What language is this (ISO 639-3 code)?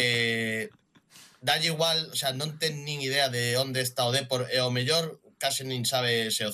glg